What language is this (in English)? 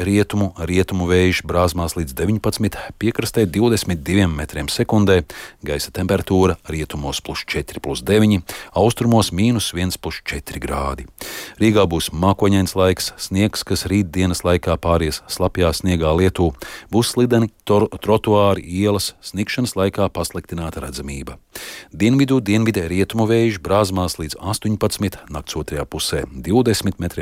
Latvian